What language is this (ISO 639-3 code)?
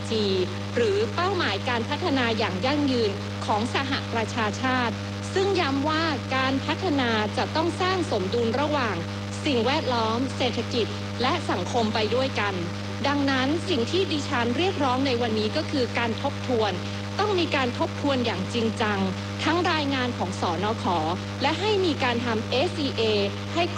tha